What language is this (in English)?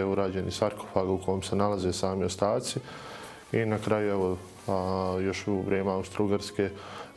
Bosnian